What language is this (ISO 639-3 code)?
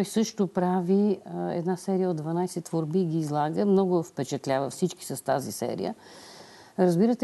bul